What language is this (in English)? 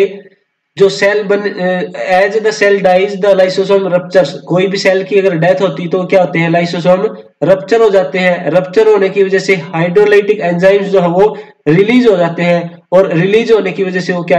Hindi